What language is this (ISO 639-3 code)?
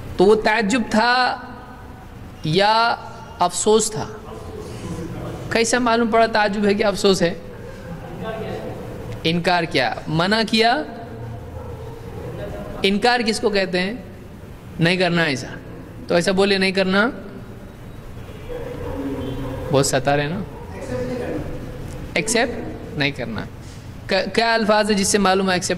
urd